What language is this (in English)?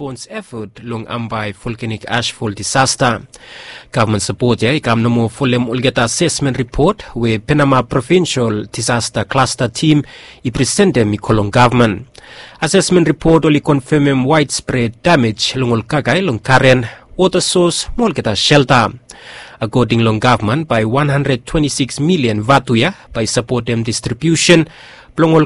Bislama